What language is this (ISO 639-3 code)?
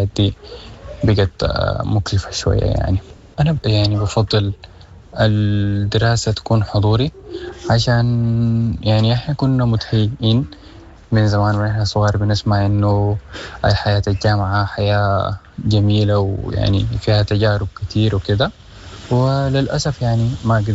apd